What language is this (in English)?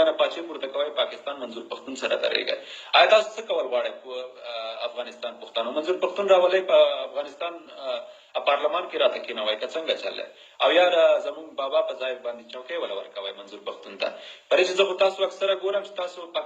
Pashto